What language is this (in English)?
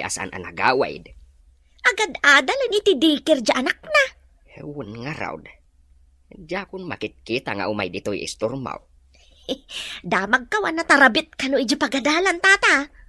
Iloko